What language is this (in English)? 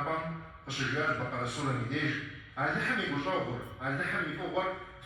Kabardian